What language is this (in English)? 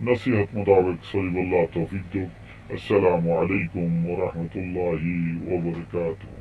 Rohingya